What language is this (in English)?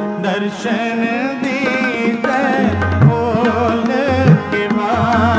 Punjabi